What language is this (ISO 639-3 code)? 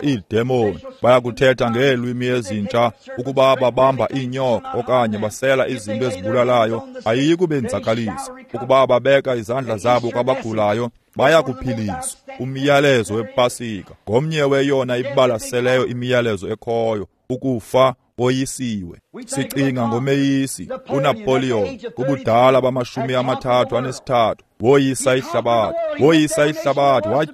xho